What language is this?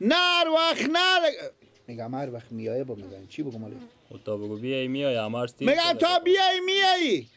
Persian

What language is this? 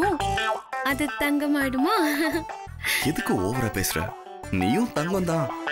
Tamil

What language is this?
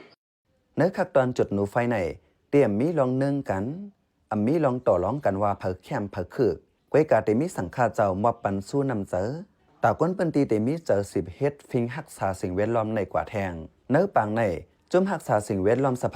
Shan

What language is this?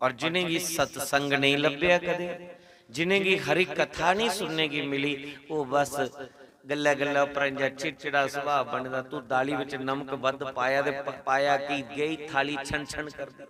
Dogri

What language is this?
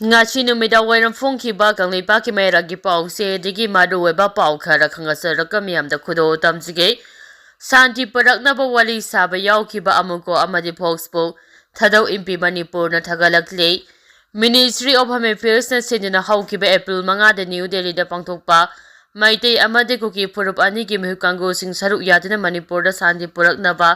Manipuri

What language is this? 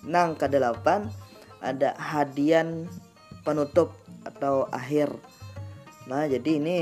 Banjar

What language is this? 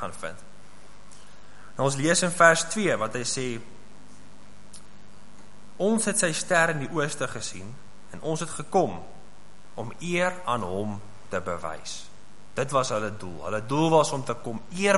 Afrikaans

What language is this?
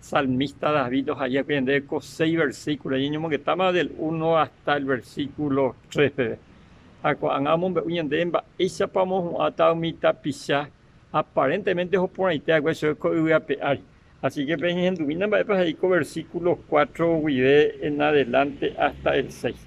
Guarani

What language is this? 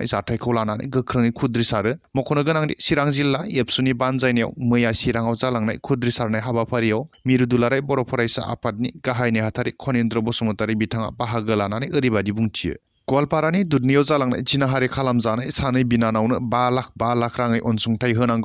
Bodo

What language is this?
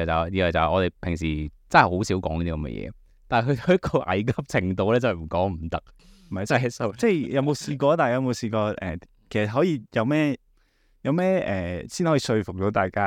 Cantonese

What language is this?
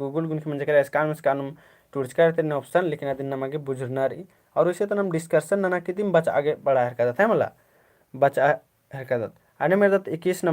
Kurukh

